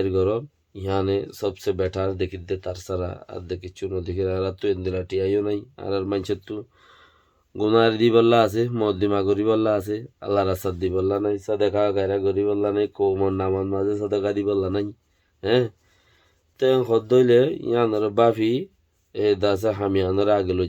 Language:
Rohingya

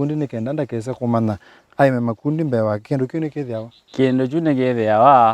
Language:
Kamba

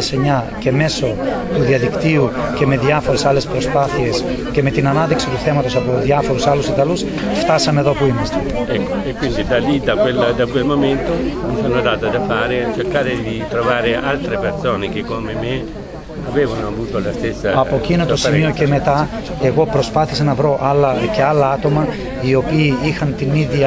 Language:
Greek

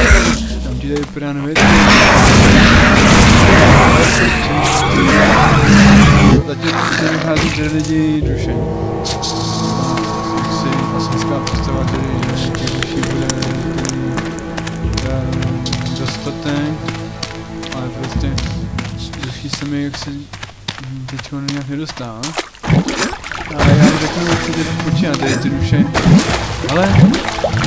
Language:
Czech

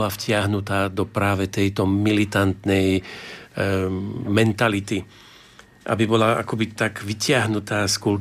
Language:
Slovak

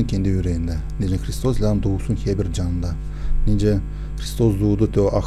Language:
Gagauz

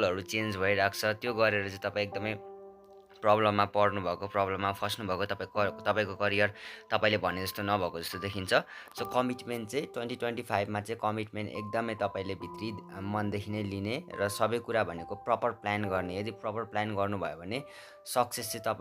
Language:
Nepali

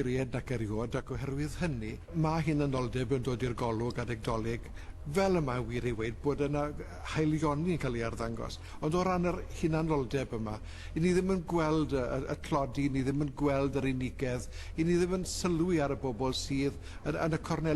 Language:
Welsh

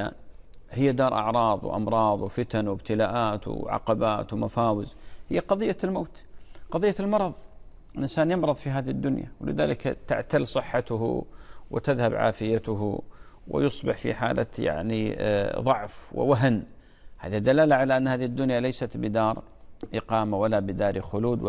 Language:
Arabic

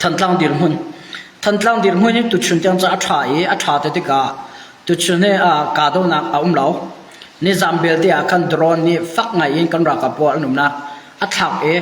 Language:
Hakha Chin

